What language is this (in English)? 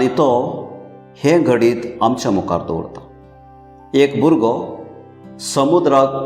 Konkani